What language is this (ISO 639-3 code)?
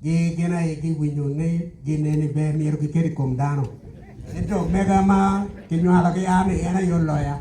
ach